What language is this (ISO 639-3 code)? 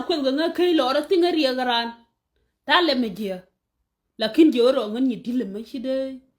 nus